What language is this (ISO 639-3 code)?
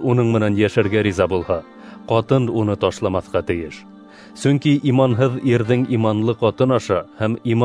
bak